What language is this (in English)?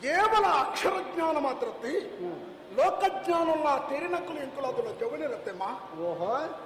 Tulu